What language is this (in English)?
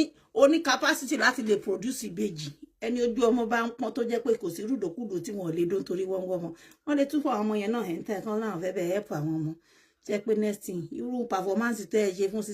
Yoruba